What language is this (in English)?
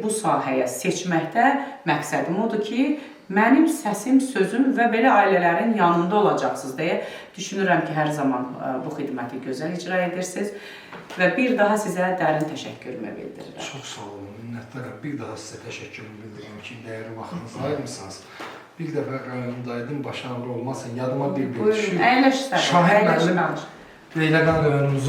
Azerbaijani